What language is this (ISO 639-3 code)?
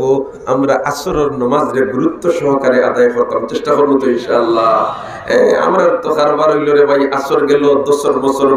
syl